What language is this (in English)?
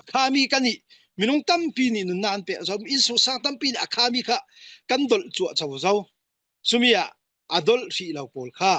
Falam Chin